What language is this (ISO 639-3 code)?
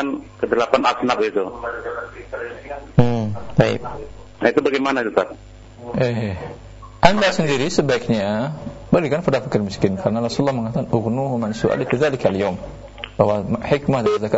ind